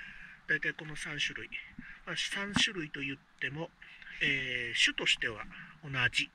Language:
Japanese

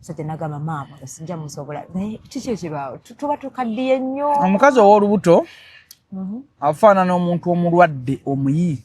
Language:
Ganda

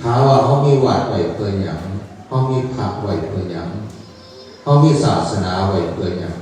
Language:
Northeastern Thai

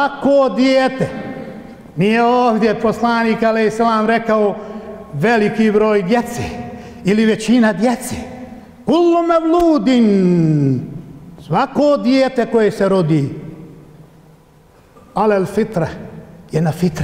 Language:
Bosnian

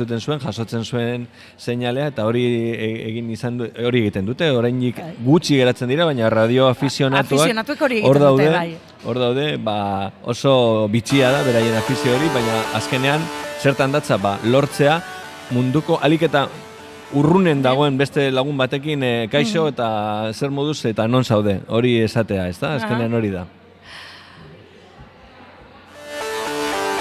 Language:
Basque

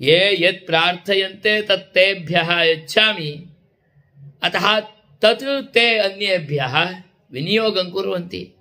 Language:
Sanskrit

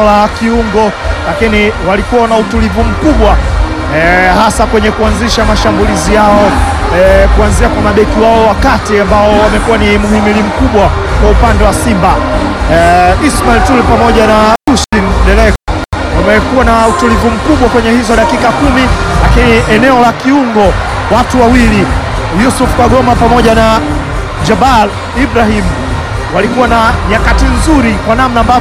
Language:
Swahili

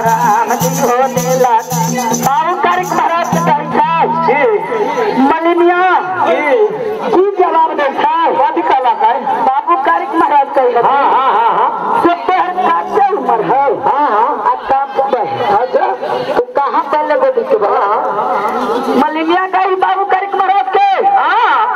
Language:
Maithili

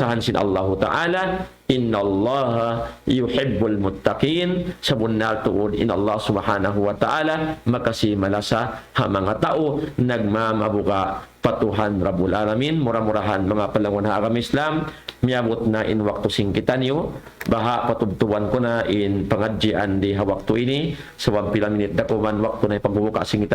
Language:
Tausug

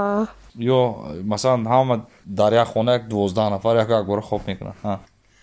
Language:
Tajik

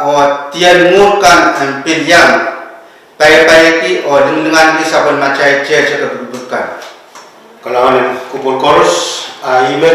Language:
Pohnpeian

